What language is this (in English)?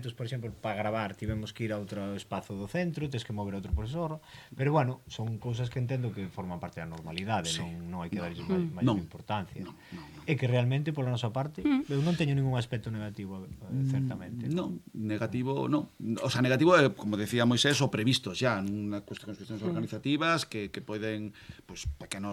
Galician